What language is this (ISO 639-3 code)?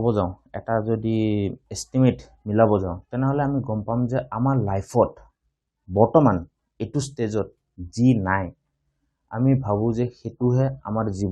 asm